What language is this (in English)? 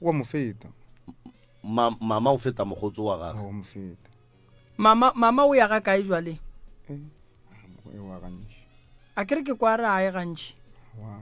Northern Sotho